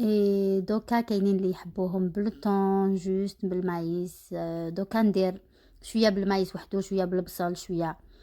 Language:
Algerian Arabic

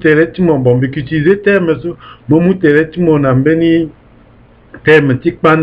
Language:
Sango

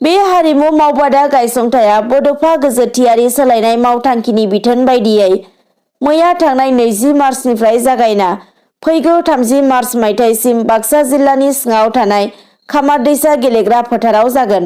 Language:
Bodo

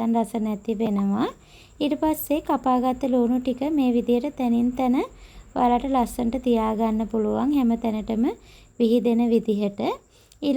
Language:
Sinhala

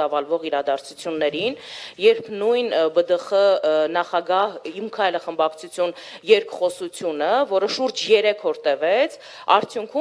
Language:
Armenian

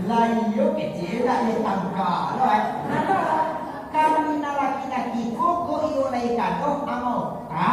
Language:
Minangkabau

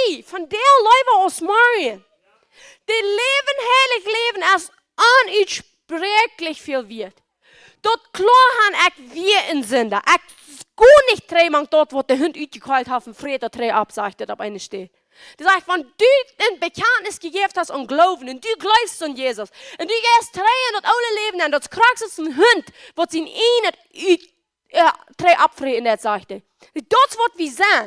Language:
Plautdietsch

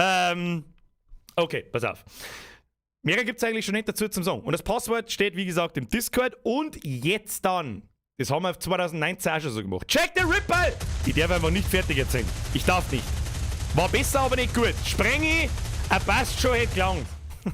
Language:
Bavarian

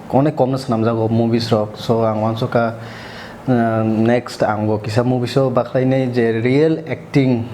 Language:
Kok Borok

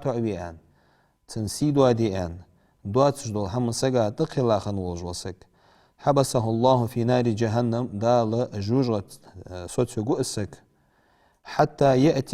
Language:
Ingush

